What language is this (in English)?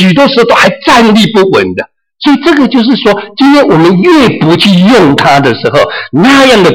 Chinese